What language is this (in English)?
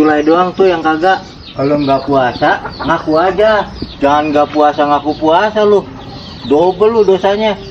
Betawi